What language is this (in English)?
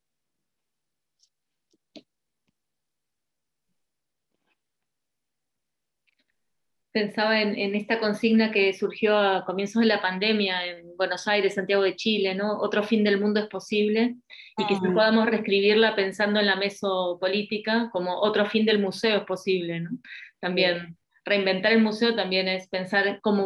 Spanish